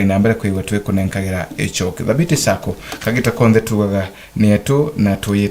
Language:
Meru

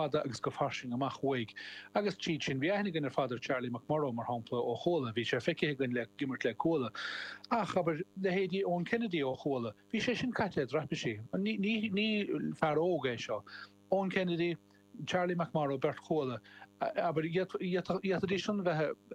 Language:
Irish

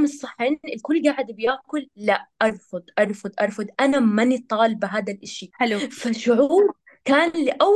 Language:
North Levantine Arabic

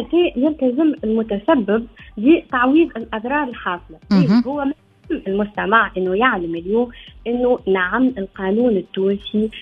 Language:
Tunisian Arabic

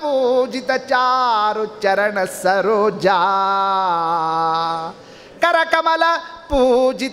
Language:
Kannada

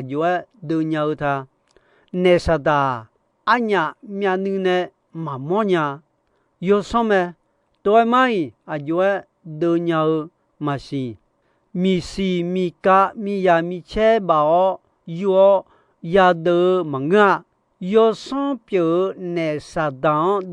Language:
Akha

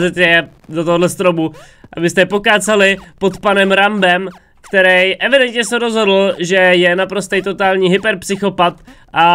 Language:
Czech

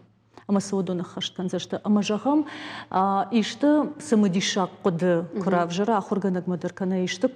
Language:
Ossetic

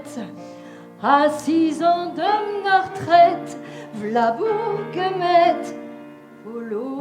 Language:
Picard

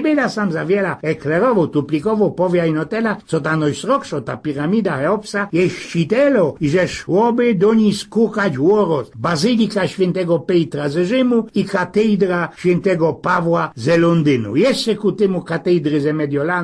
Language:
Silesian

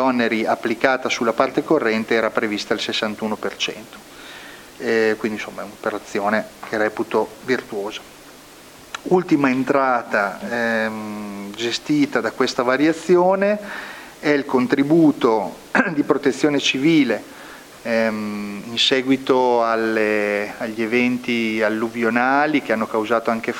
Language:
Italian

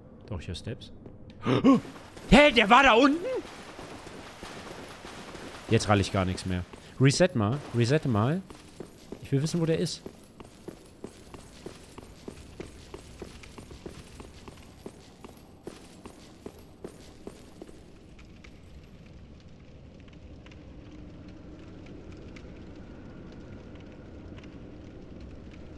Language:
German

